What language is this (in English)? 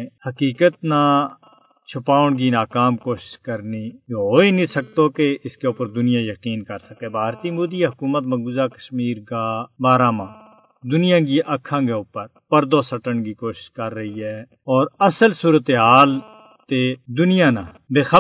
Gujari